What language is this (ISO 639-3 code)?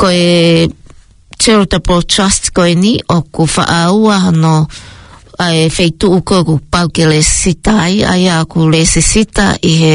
ton